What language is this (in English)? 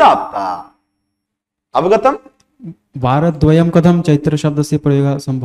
Sanskrit